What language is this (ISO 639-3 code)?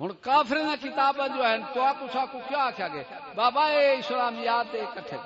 skr